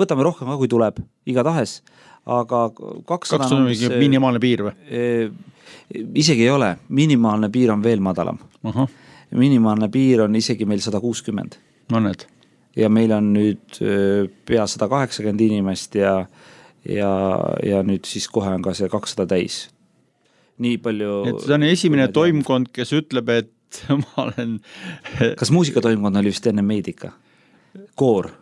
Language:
Estonian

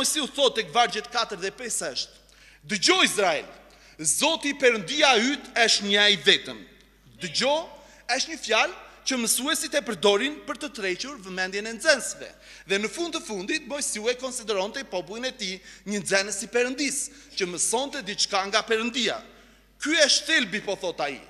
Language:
Albanian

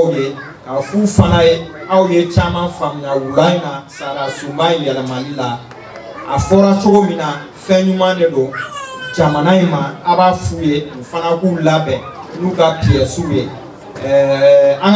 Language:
Bambara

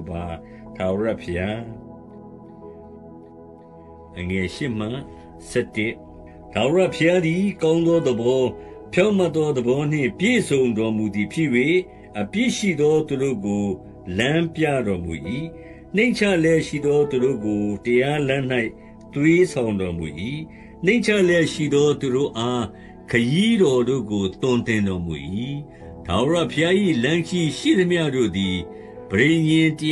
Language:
Burmese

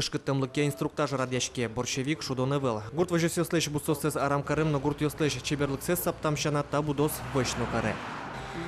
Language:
Udmurt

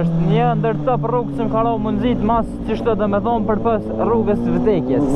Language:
Albanian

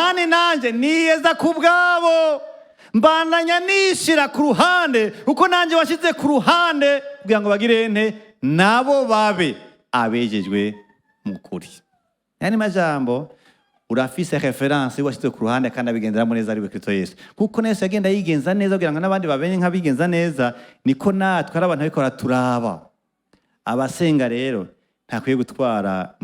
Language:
Rundi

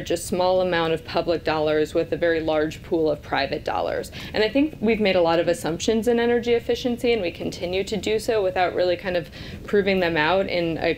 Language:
English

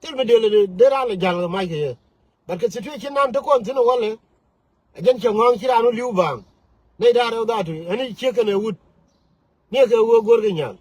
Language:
Nuer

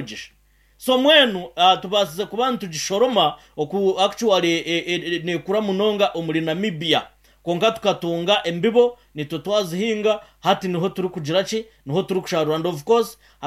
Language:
Nyankole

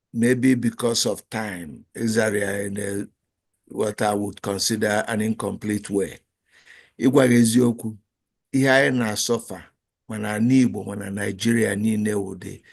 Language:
Igbo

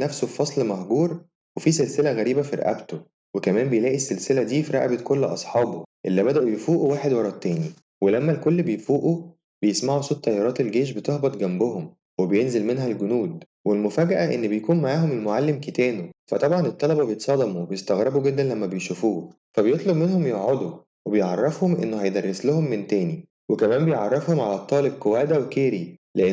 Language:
Egyptian Arabic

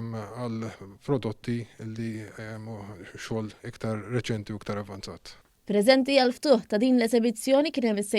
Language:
Maltese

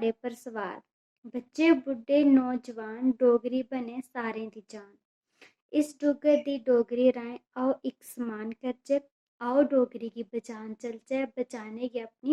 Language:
Dogri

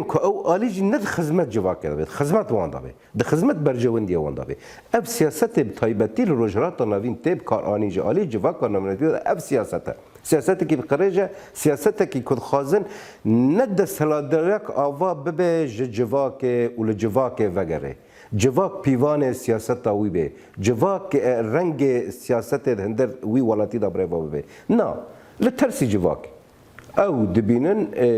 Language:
Kurdish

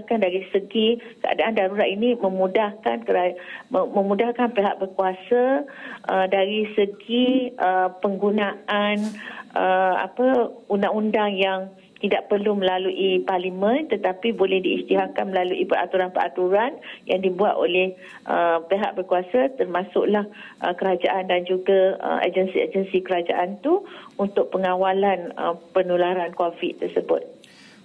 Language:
Malay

